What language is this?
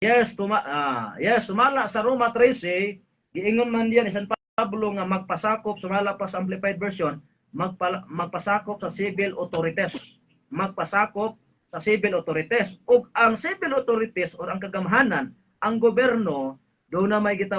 Cebuano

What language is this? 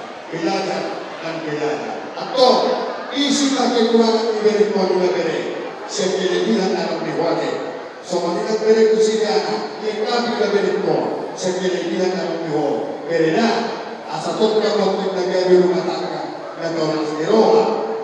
Batak Toba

